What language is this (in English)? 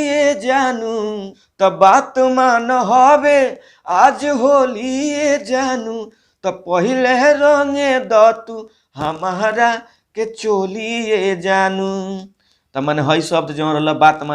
Bhojpuri